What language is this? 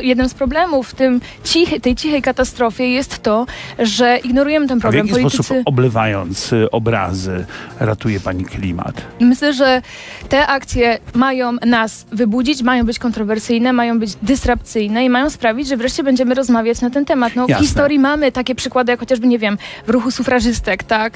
Polish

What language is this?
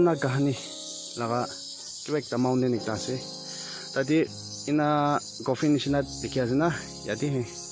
Naga Pidgin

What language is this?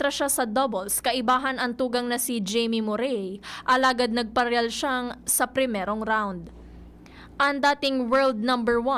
Bikol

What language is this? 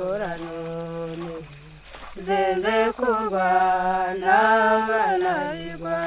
Kinyarwanda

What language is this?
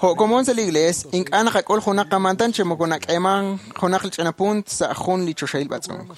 Kekchí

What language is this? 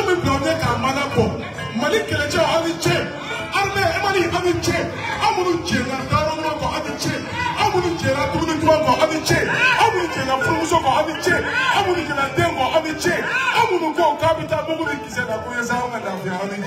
Bambara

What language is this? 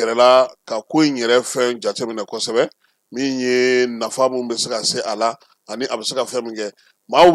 Bambara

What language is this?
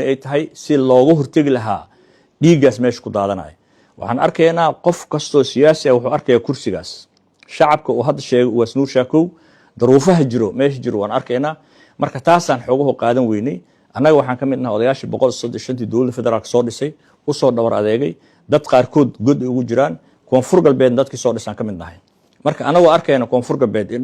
Somali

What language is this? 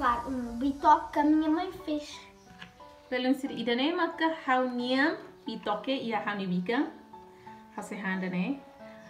Tetum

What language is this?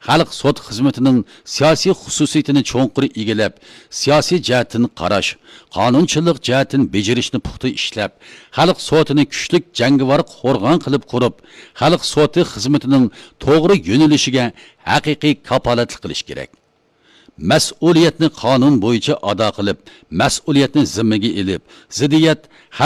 Uyghur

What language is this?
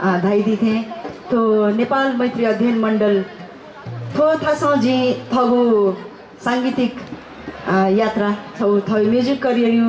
Newari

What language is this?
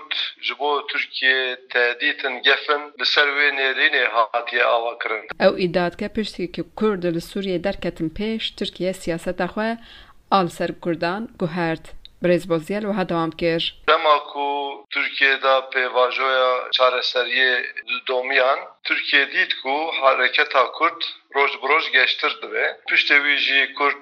Kurdish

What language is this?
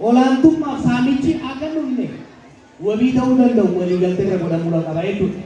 Oromo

